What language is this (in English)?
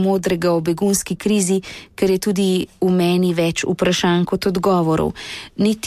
Slovenian